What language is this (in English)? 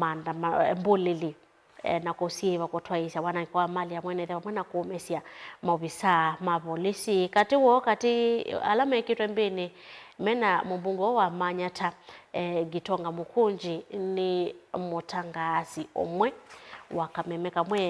Kamba